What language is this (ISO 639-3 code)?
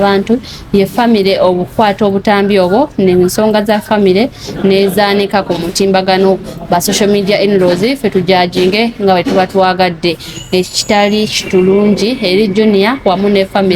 lug